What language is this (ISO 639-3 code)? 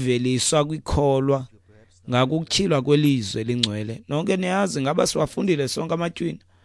xho